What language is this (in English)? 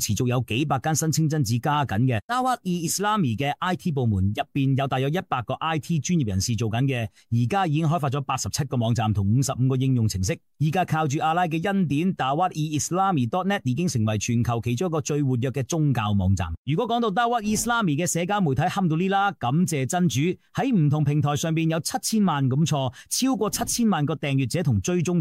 Cantonese